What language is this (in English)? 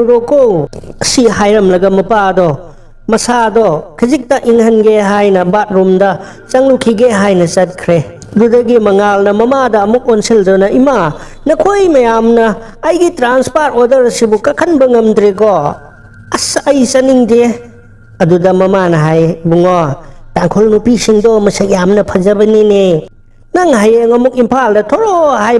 Manipuri